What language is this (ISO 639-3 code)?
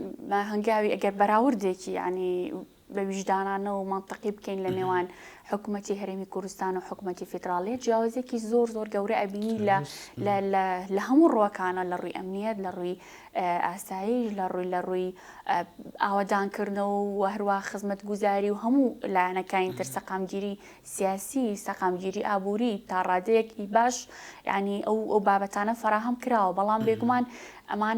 ckb